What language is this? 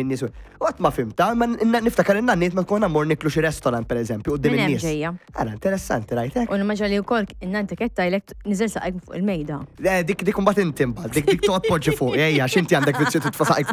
Maltese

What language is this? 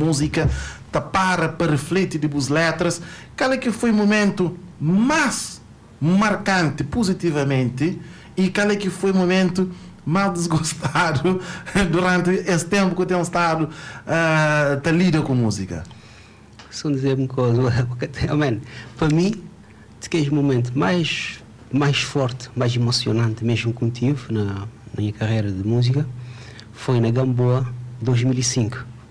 Kabuverdianu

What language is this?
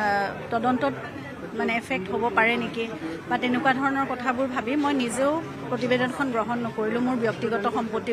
Assamese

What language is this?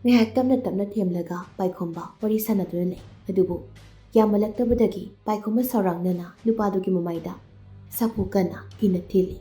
Manipuri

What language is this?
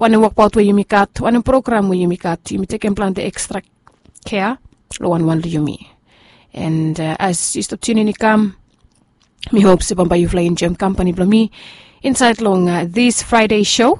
Bislama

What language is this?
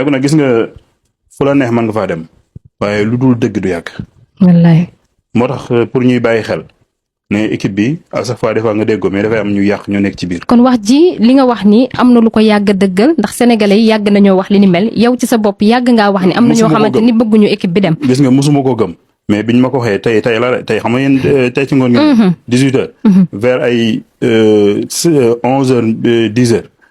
Wolof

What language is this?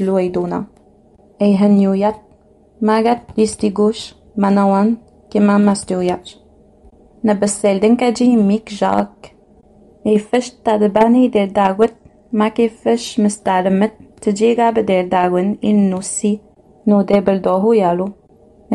Innu-aimun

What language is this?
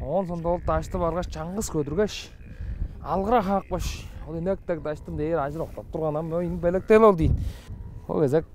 Tuvinian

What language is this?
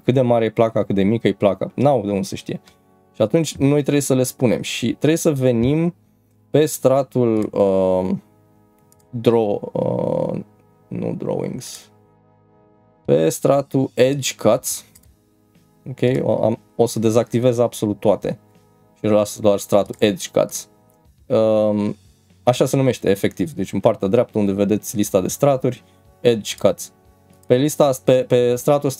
Romanian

